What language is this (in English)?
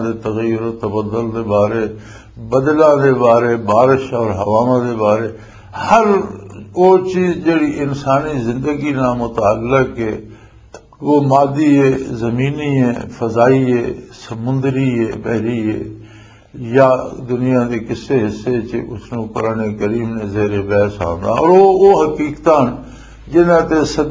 Western Panjabi